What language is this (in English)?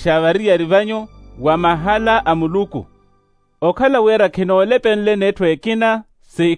Makhuwa